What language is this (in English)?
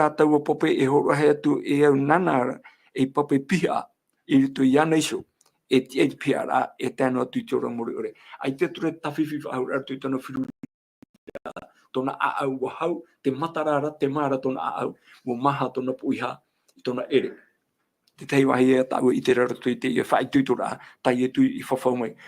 Tahitian